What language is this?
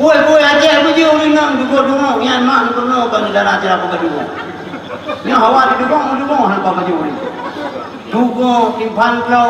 Achinese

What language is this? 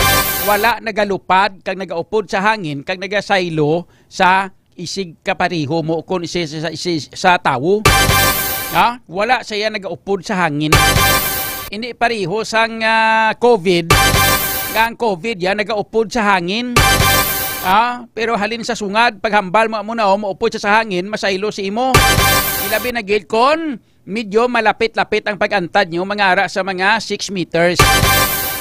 Hiligaynon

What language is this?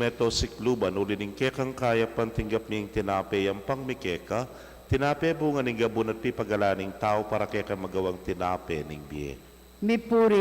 Pampanga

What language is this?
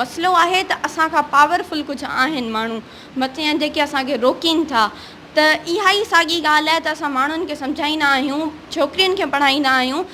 Sindhi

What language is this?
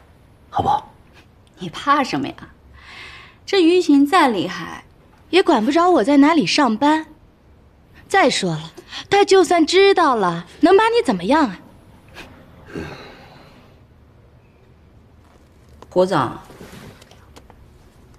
Chinese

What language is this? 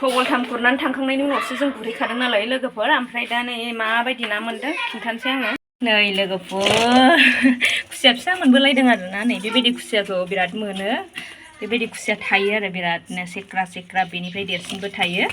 Bodo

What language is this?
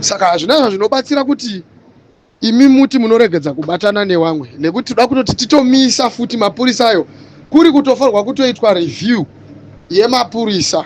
Shona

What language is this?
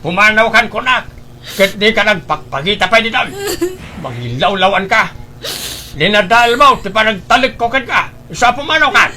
Iloko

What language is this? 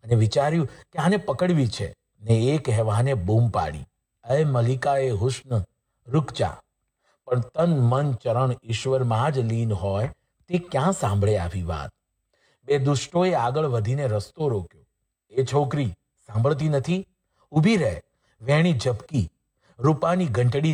Gujarati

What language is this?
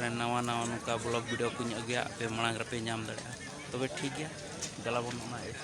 Santali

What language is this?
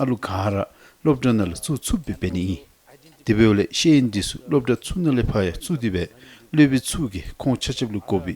Dzongkha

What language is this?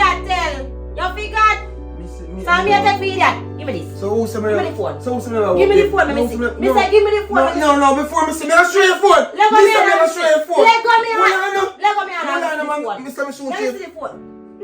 Jamaican Creole English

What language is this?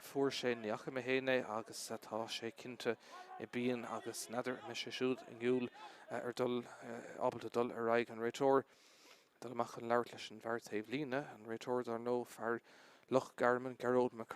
Irish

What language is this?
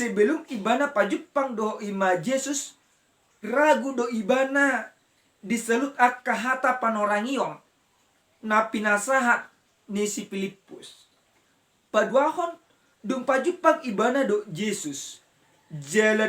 Batak Toba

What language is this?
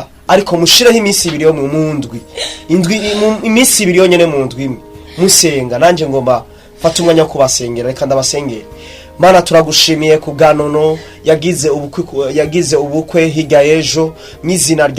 Rundi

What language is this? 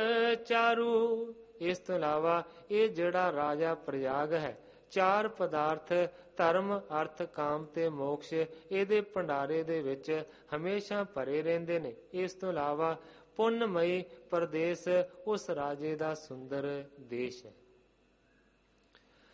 Punjabi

